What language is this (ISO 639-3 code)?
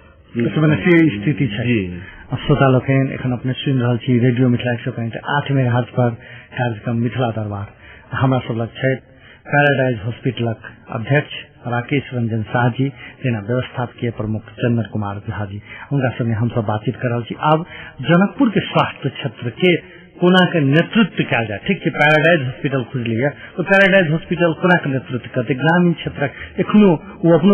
mai